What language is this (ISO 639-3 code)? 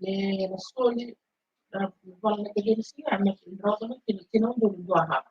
fij